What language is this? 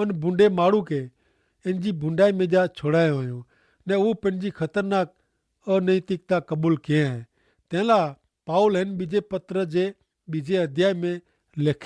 Kachhi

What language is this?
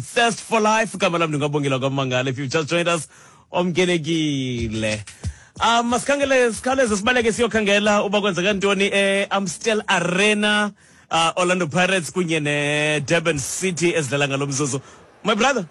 Xhosa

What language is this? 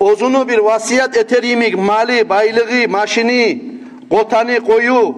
Kumyk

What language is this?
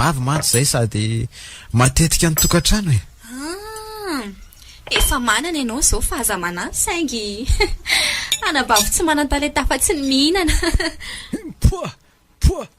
Malagasy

